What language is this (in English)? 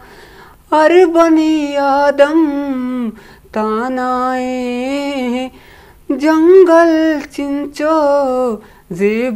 Eastern Balochi